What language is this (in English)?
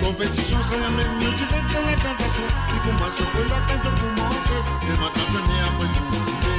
Morisyen